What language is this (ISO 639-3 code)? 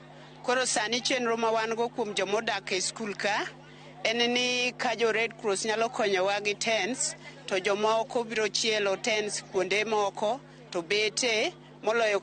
luo